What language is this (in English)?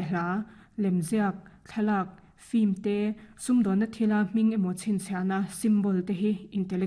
Mizo